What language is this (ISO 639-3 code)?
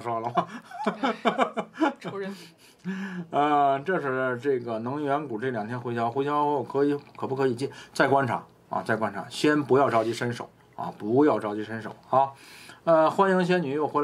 zho